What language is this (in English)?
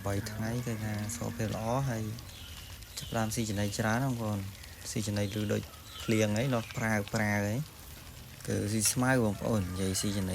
Khmer